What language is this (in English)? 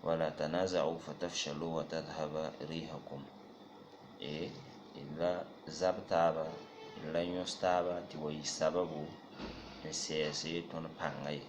Mossi